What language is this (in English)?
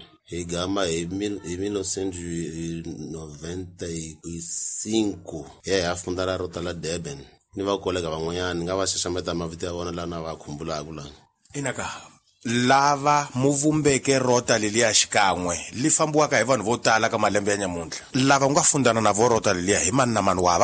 Tsonga